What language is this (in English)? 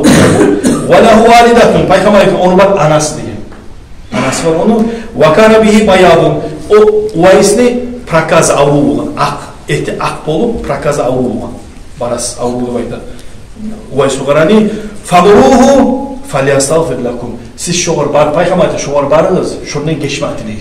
Kumyk